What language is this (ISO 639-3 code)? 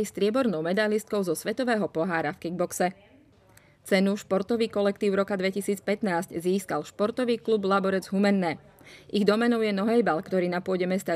slk